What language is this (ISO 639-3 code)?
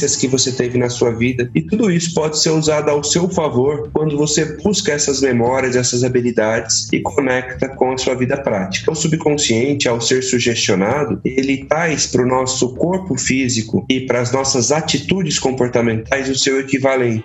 por